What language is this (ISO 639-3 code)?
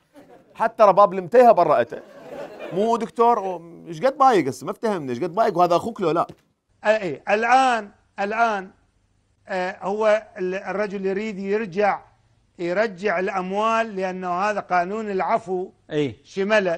acm